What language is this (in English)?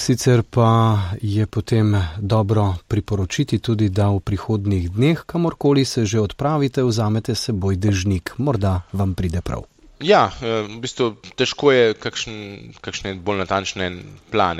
Slovenian